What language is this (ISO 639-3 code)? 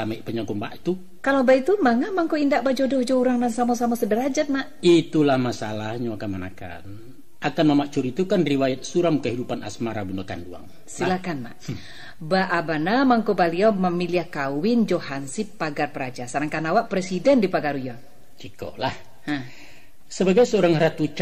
min